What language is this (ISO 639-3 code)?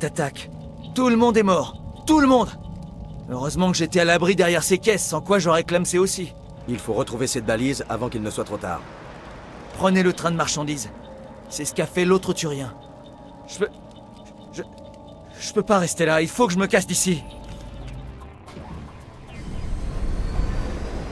fra